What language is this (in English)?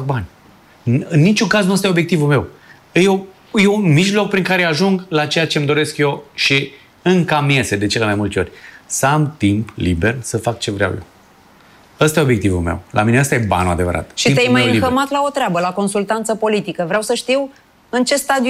Romanian